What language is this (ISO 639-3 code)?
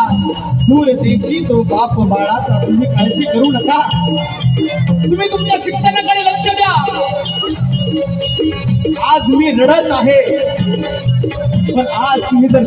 mar